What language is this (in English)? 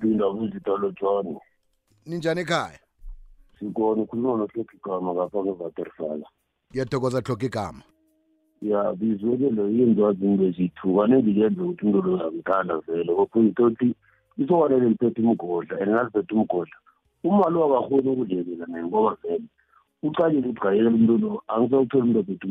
South Ndebele